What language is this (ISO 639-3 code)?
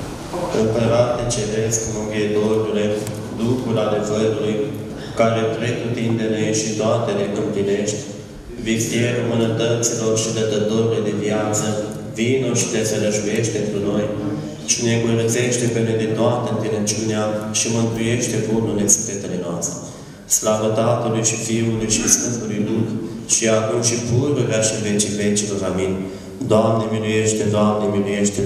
ron